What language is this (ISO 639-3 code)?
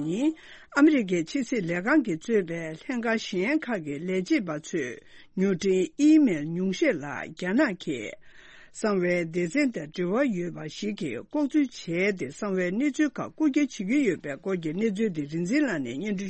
bod